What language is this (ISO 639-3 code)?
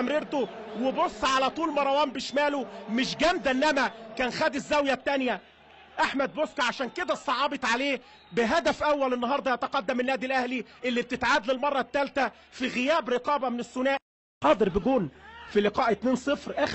arz